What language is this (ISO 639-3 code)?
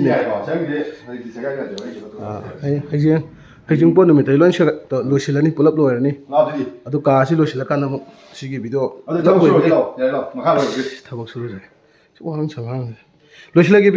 mni